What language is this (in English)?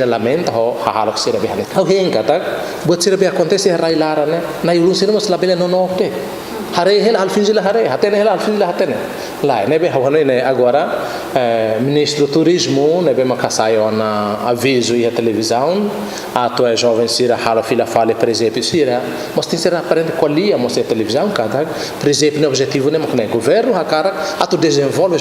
Tetum